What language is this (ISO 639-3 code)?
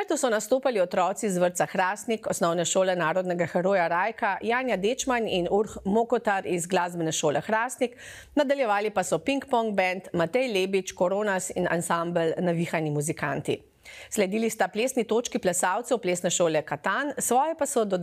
slv